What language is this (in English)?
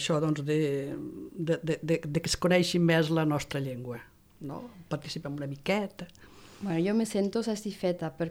Catalan